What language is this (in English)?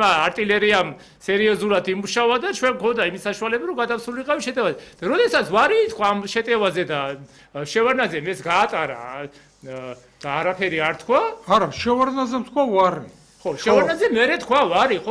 Georgian